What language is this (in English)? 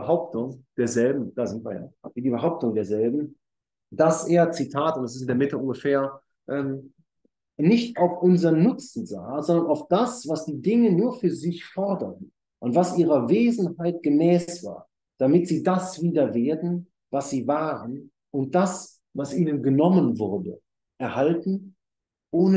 German